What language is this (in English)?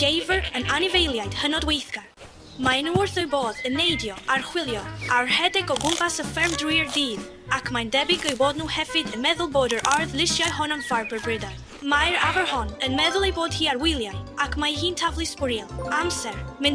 Welsh